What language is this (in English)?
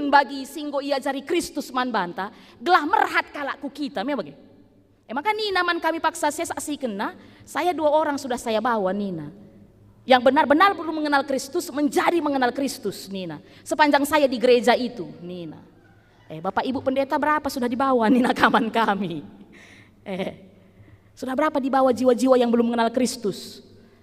Batak Karo